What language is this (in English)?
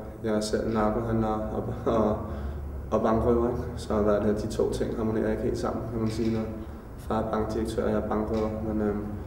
Danish